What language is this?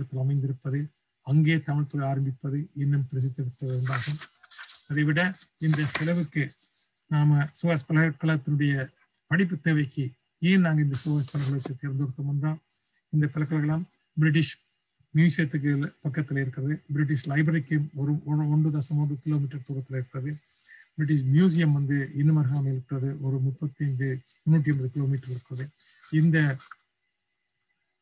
Tamil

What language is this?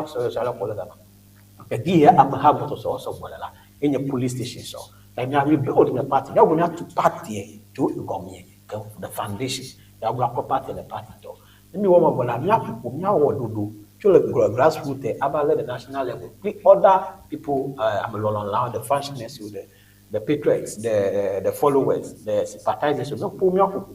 Ewe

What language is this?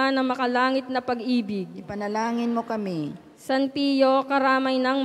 Filipino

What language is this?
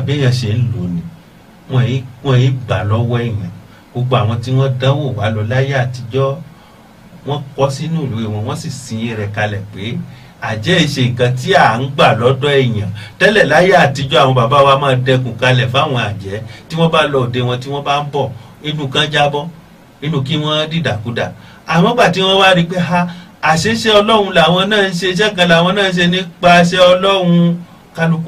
Yoruba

